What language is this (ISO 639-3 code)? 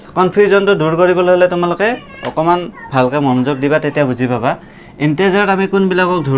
asm